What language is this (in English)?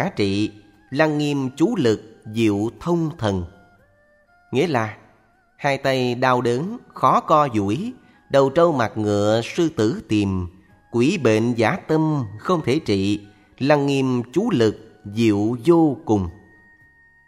Vietnamese